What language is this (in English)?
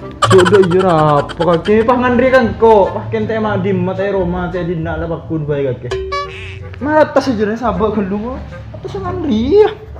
Madurese